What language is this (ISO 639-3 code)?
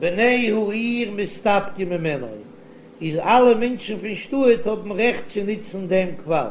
yid